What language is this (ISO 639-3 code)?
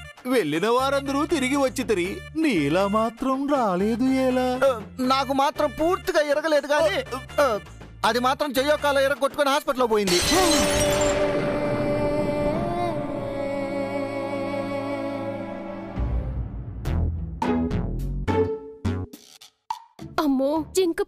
tel